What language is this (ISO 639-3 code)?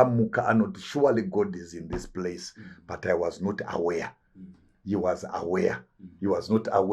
sna